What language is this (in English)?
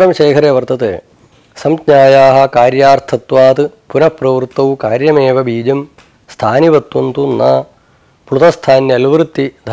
Sanskrit